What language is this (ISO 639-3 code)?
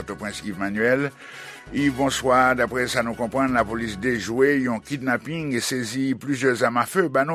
hat